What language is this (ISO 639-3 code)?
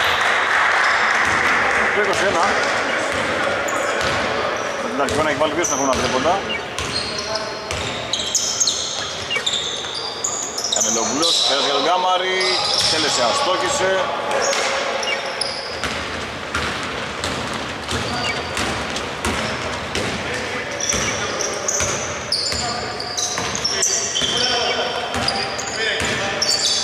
ell